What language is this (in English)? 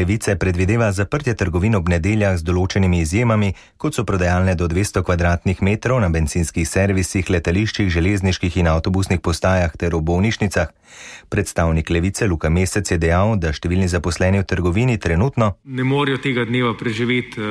Slovenian